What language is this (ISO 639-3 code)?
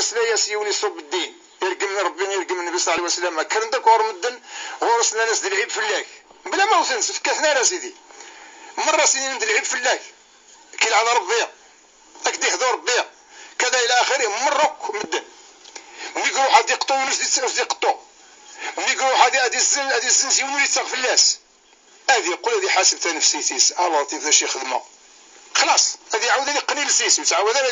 kab